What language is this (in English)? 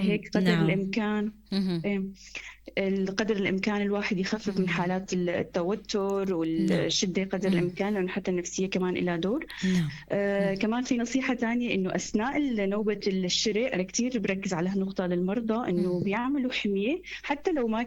North Levantine Arabic